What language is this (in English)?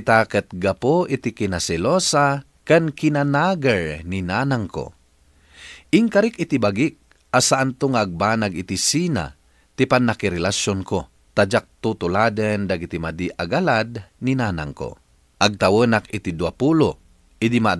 Iloko